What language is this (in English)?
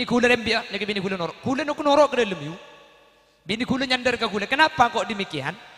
Madurese